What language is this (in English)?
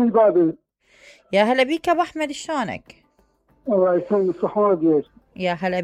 Mesopotamian Arabic